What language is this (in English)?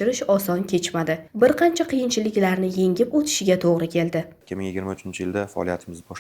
Uzbek